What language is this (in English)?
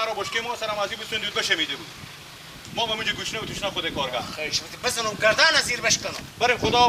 Persian